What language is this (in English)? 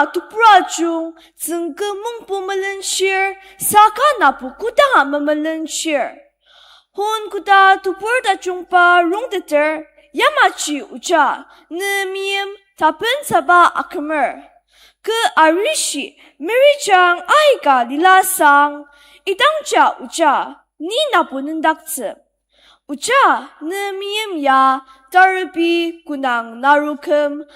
Ao Naga